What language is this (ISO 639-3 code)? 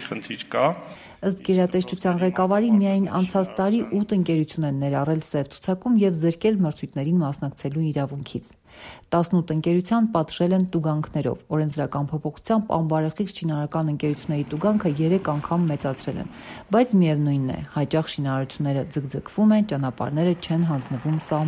hye